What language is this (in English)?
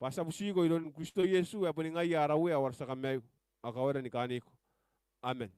Gilbertese